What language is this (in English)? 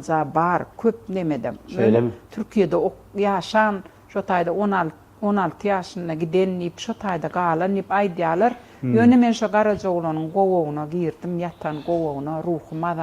Turkmen